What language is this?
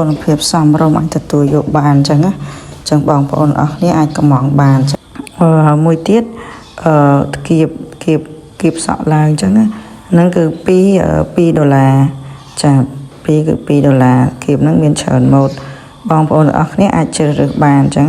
Khmer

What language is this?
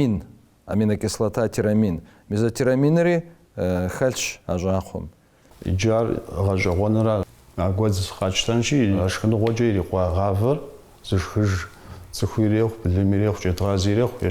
Kabardian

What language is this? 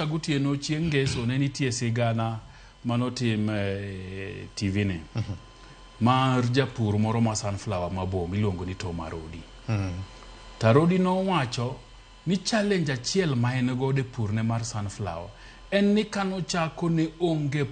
Luo (Kenya and Tanzania)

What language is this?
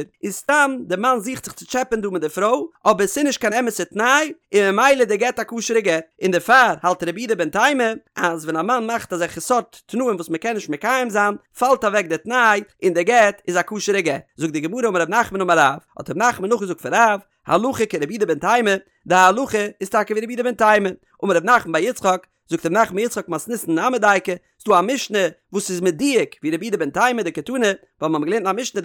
Yiddish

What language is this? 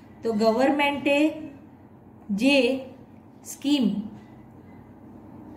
Gujarati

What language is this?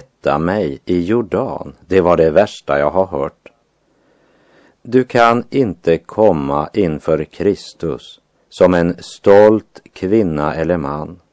Swedish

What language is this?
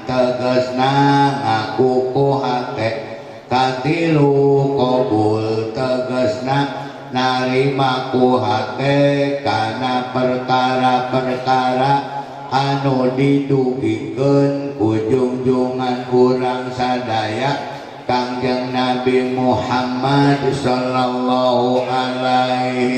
Sundanese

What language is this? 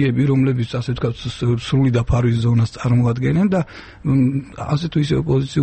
Georgian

